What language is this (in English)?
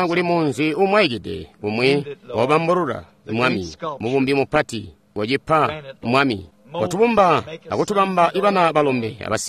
Tonga (Zambia)